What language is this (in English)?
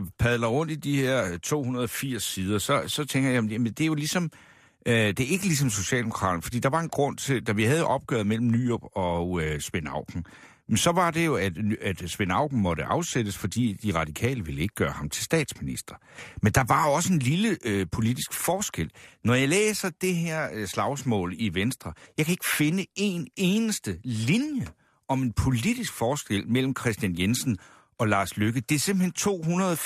Danish